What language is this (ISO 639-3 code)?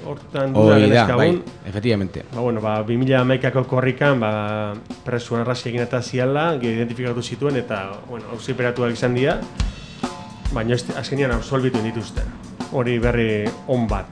eus